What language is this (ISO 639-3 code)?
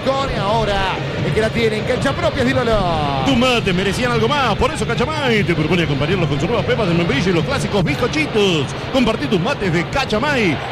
spa